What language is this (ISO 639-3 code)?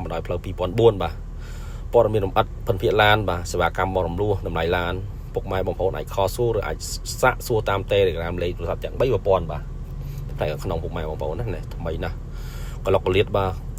khm